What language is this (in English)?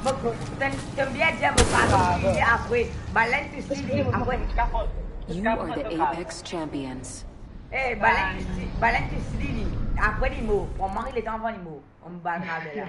Morisyen